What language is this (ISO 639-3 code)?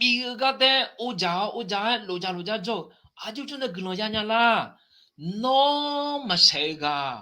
ahk